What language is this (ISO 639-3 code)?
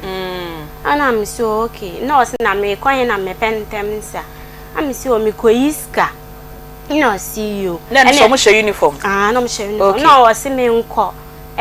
aka